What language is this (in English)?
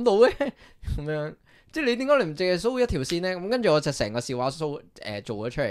Cantonese